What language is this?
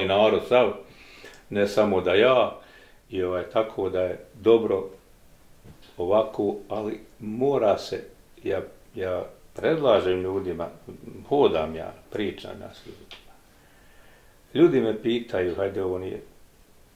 Bosnian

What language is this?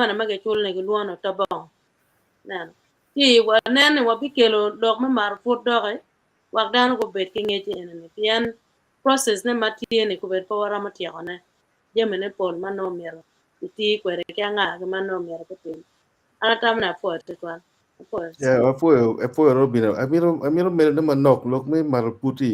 Acoli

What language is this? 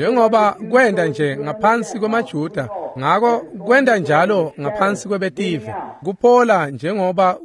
Swati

